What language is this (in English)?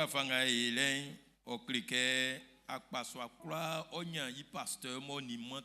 Baoulé